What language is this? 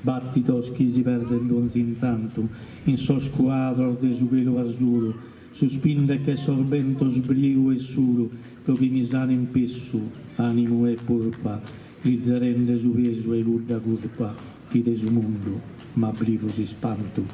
Sardinian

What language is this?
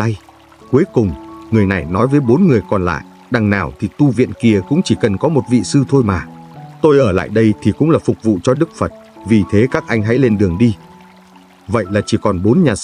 Vietnamese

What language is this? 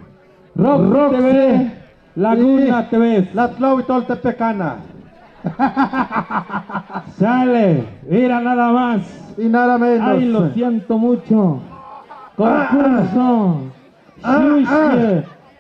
Tlahuitoltepec Mixe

